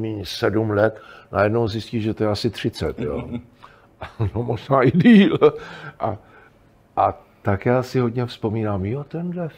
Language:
Czech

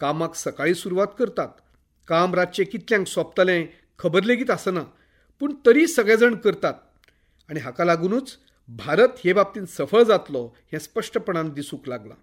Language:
Konkani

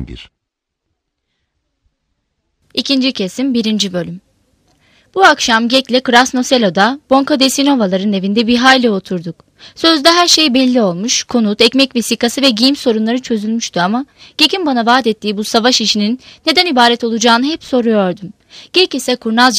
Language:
Turkish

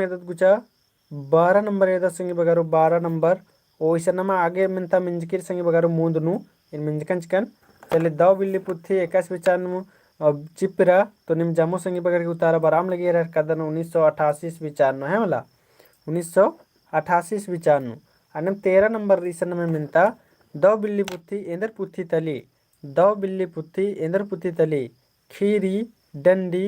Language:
Kurukh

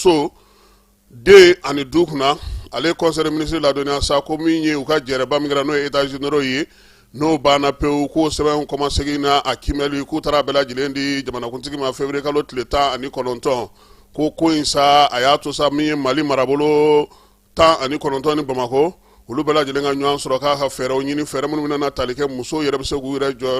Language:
Bambara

